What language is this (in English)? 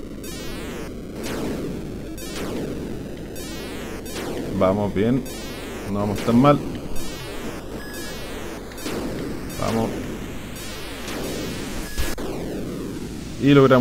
Spanish